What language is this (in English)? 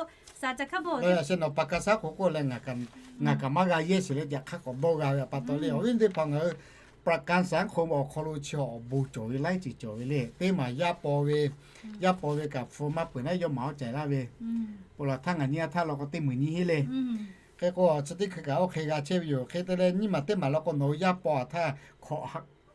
Lahu